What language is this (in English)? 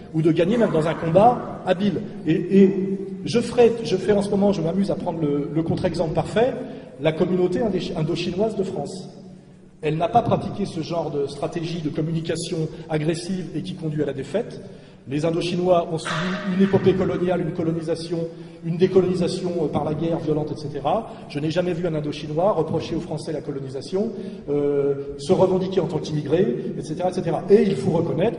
French